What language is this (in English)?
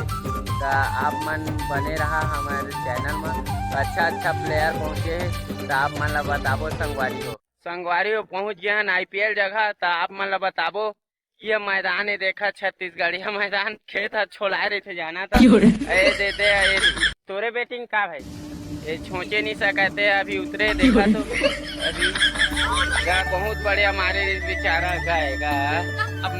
Chhattisgarhi